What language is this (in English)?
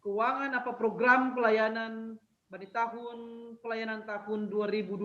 Batak Simalungun